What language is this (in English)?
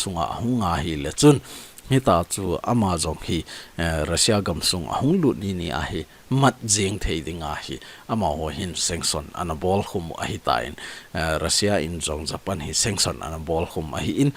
Thado Chin